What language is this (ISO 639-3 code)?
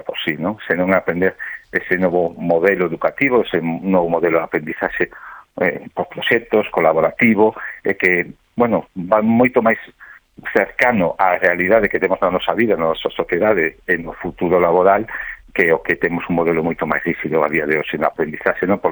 glg